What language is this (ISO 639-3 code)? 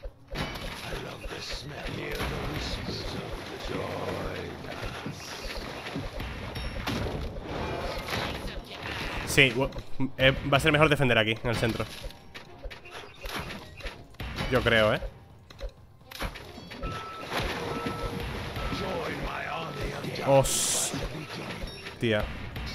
spa